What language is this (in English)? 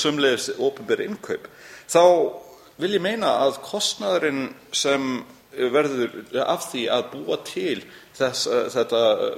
Icelandic